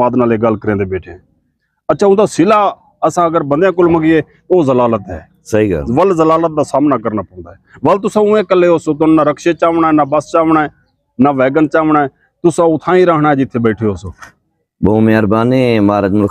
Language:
Saraiki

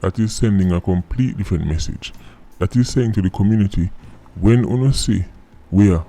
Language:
Jamaican Creole English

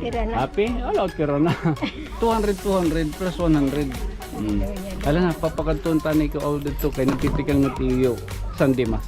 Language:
Waray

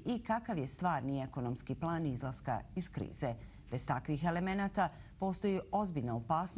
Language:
Bosnian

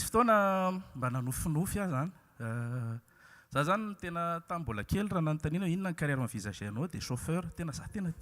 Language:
Malagasy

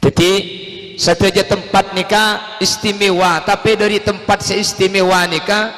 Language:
Madurese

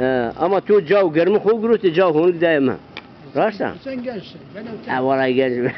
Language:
Zaza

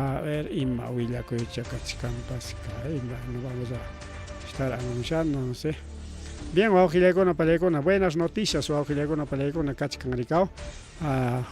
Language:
Ayacucho Quechua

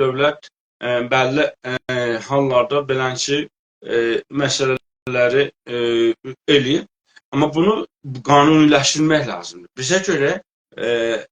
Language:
South Azerbaijani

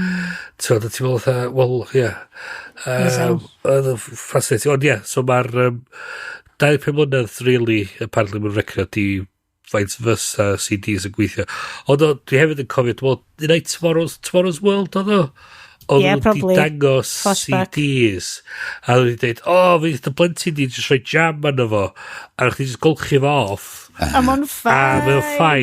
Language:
Welsh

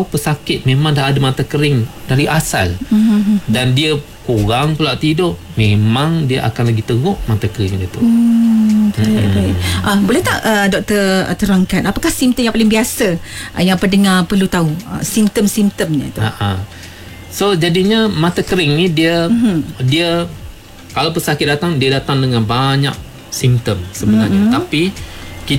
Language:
Malay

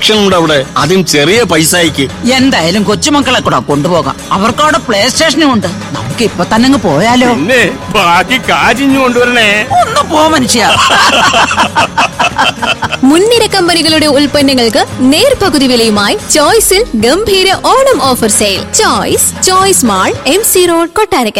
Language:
Malayalam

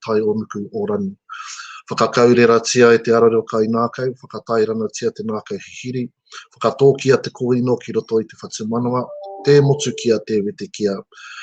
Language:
Māori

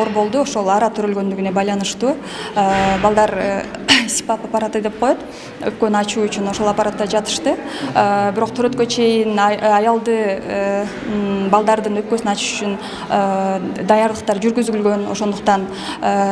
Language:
Kyrgyz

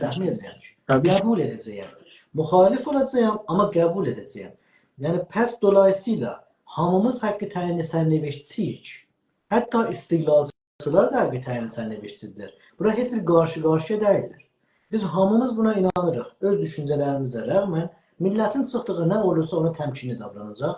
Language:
South Azerbaijani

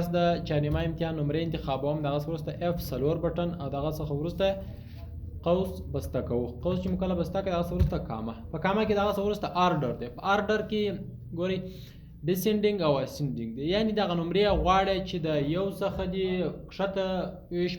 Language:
Pashto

